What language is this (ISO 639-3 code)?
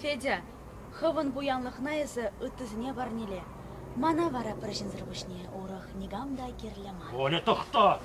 chv